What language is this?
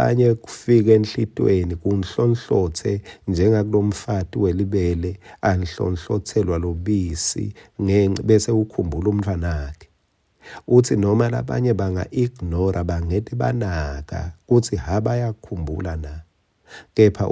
Swati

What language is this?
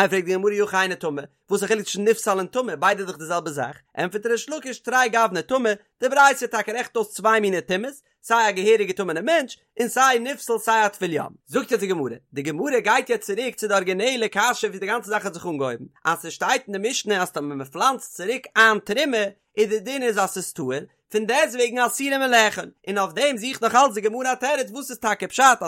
Yiddish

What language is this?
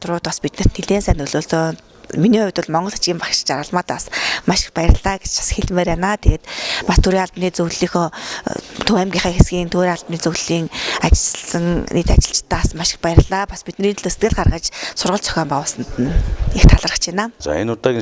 Mongolian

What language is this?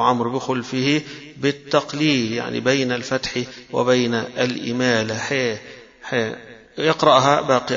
Arabic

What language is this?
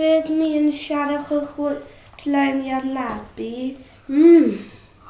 Scottish Gaelic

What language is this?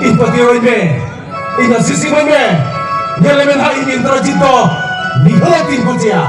Santali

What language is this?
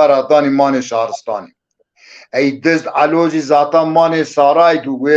Zaza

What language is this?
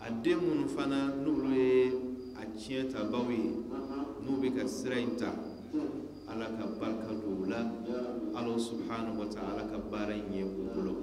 Bambara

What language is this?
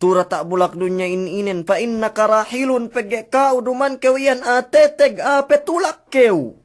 Yakan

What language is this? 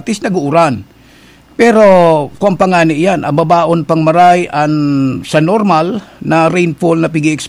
Bikol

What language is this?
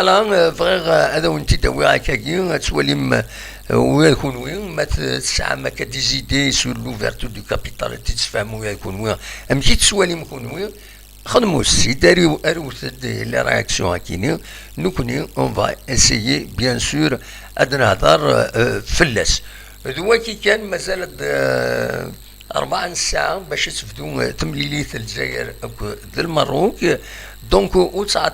Kabyle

